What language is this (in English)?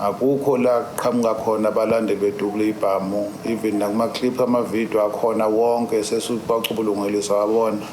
Zulu